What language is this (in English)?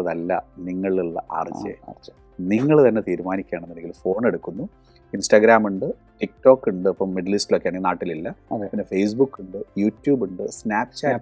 Malayalam